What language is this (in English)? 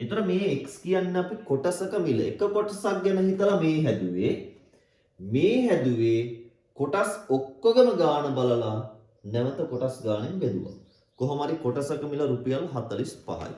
Sinhala